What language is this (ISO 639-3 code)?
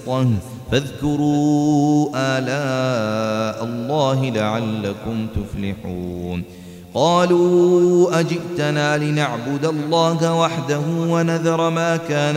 ara